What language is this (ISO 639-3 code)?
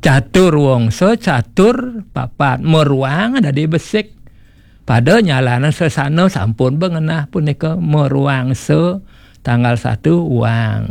ban